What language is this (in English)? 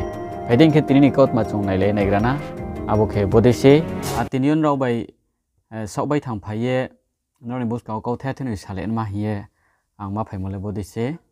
Riang (India)